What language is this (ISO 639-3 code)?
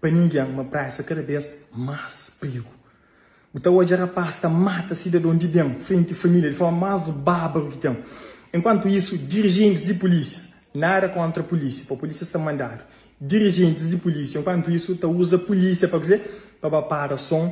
kea